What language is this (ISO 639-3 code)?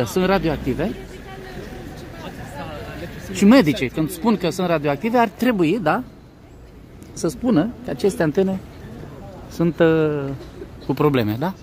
ron